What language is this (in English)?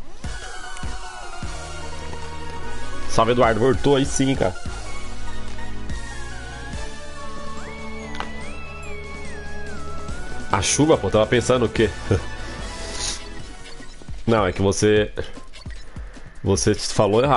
Portuguese